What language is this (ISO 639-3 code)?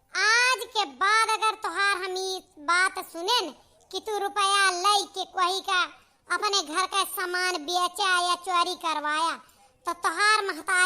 awa